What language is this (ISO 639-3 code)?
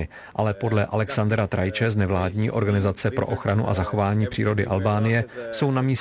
ces